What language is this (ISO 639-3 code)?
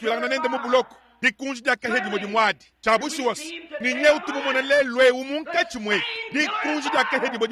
lua